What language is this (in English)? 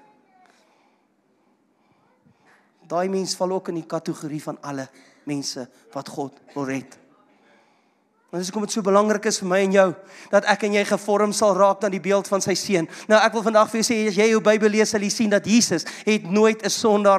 Afrikaans